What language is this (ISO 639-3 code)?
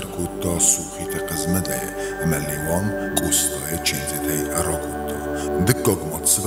oss